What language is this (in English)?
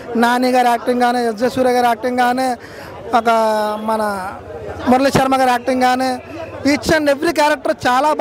Telugu